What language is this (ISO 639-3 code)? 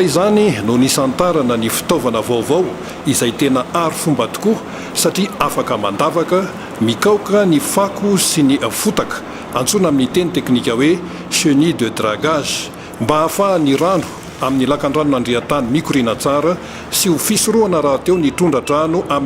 mlg